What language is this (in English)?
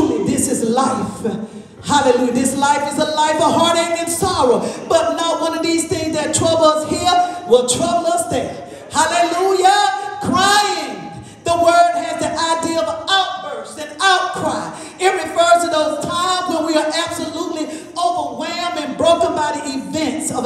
English